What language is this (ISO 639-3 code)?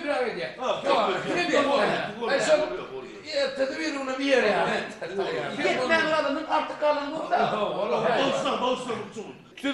tur